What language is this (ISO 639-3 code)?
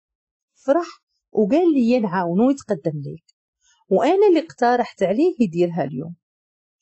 ary